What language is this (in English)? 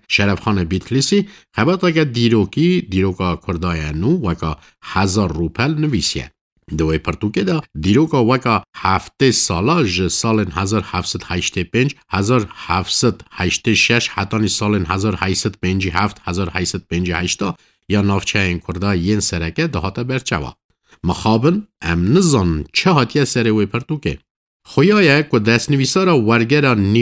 Kurdish